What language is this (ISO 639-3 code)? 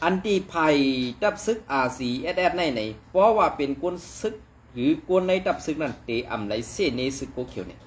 shn